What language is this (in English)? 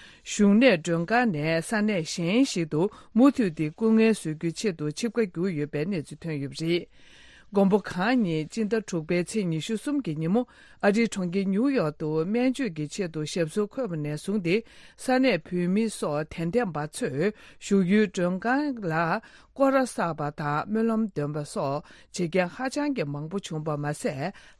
Tibetan